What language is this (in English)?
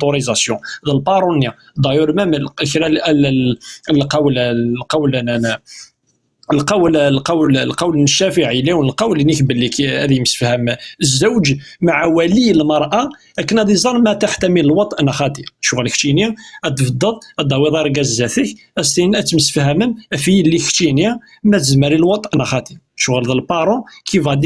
Kabyle